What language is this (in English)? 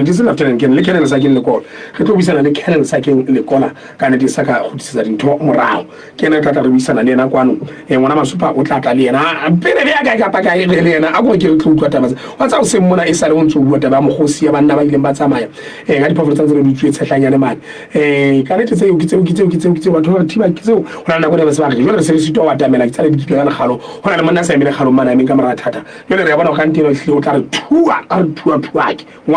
Southern Sotho